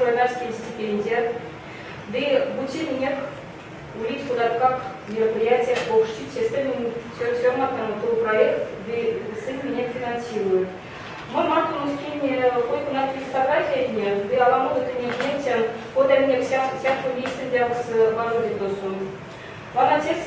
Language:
Erzya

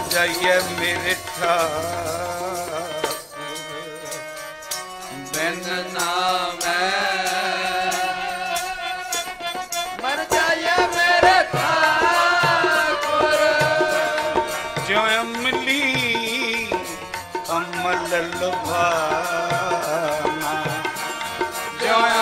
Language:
Punjabi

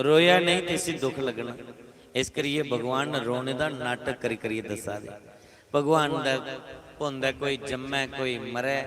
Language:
Dogri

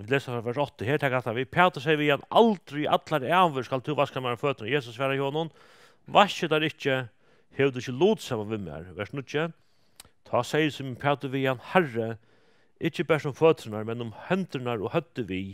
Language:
Faroese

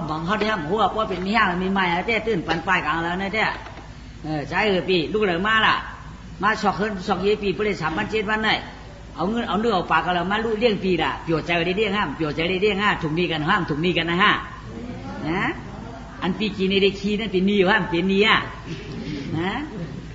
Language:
Shan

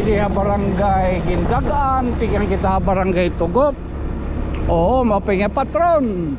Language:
Waray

